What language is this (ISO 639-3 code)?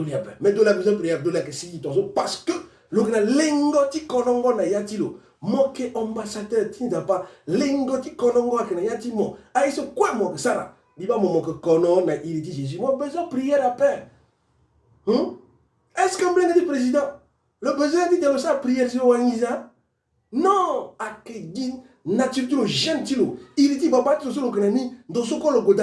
sag